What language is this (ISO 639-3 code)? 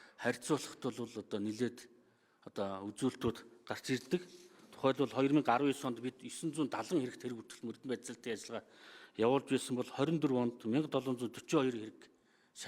mon